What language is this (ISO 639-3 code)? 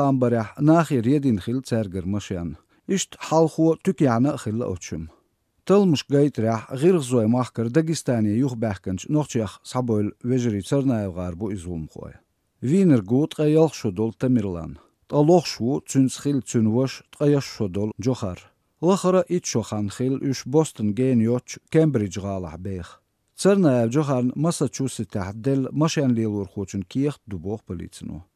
aze